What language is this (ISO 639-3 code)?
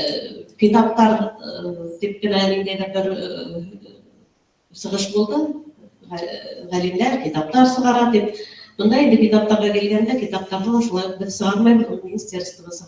bak